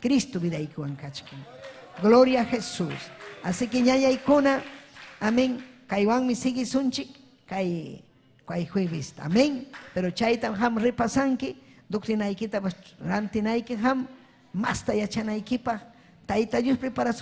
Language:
Ayacucho Quechua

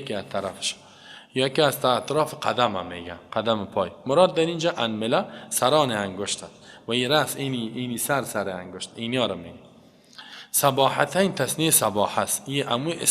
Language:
Persian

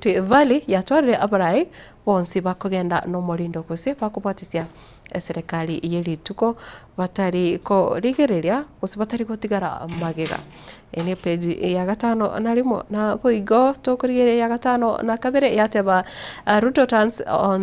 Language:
Gusii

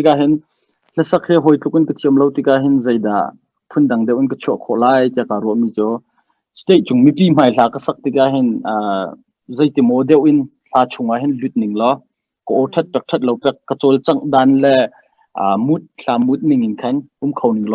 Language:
Hakha Chin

